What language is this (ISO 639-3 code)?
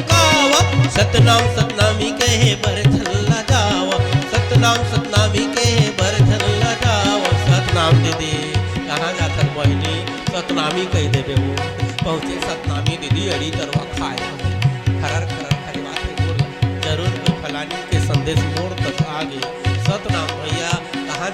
hne